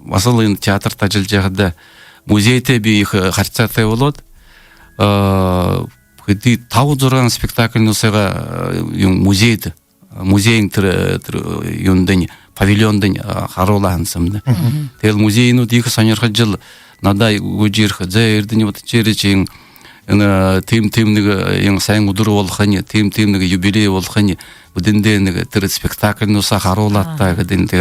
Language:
Buriat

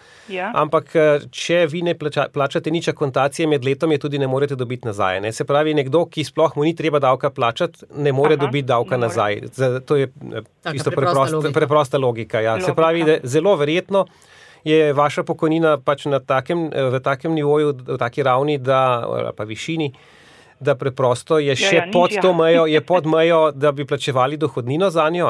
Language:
Slovenian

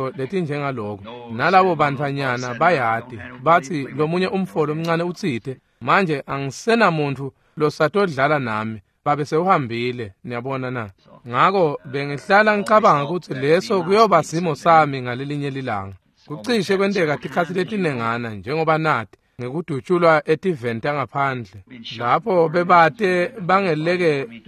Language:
Swati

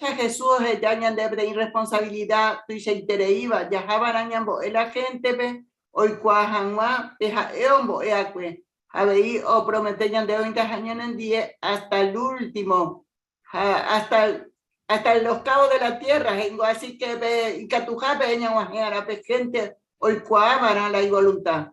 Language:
Guarani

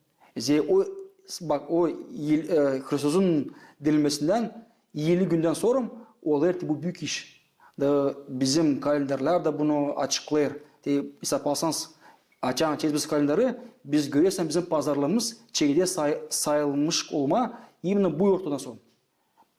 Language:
Gagauz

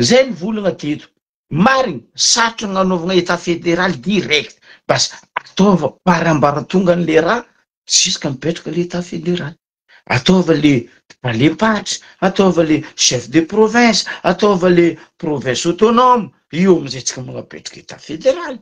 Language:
Malagasy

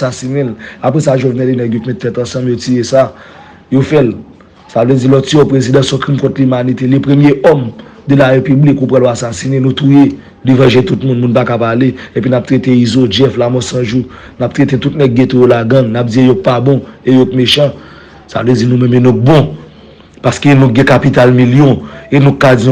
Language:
Haitian Creole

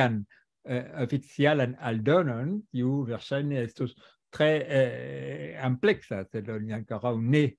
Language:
Esperanto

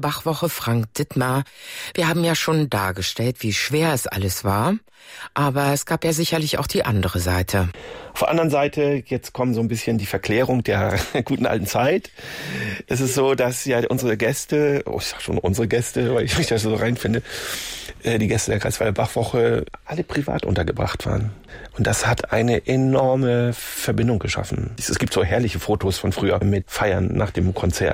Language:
German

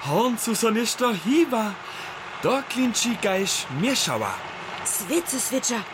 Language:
Upper Sorbian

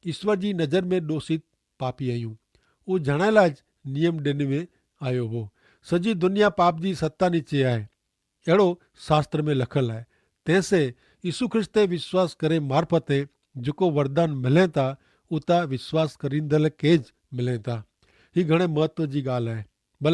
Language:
Kachhi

